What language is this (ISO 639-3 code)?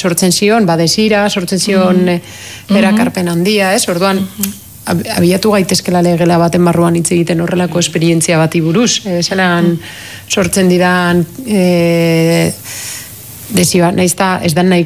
eus